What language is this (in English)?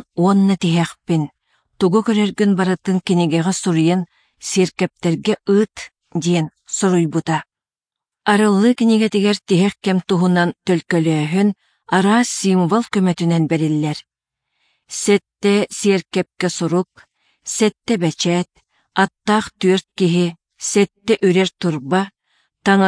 Yakut